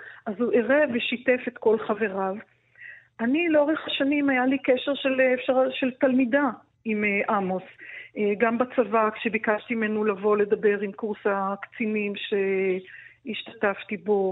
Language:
Hebrew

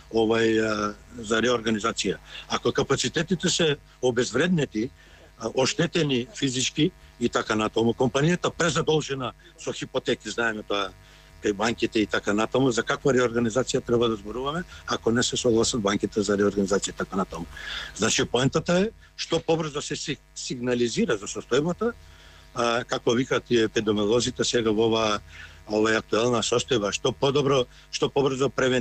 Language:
Macedonian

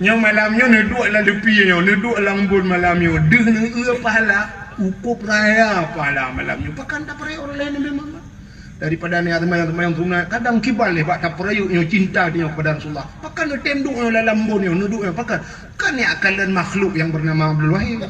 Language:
Achinese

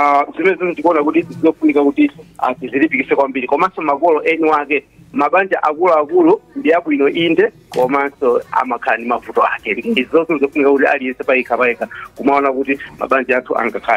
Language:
Nyanja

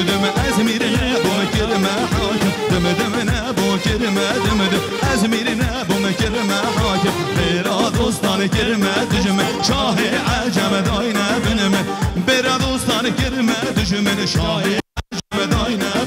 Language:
Kurdish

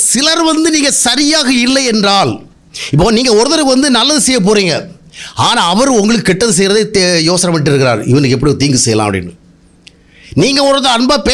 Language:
Tamil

